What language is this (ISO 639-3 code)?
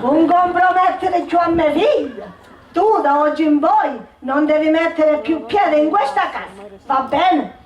scn